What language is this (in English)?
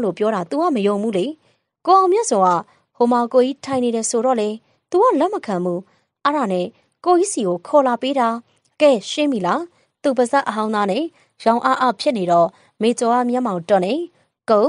Burmese